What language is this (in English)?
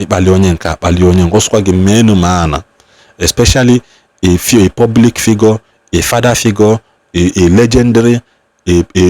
Igbo